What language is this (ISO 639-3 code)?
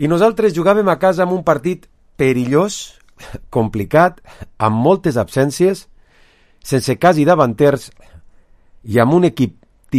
cat